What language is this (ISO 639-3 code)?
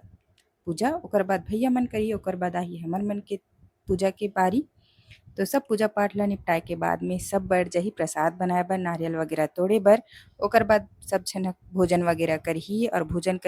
hne